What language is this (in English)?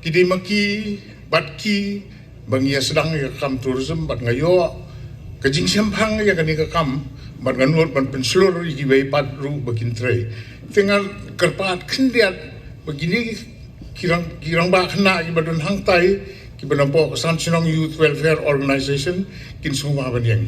Khasi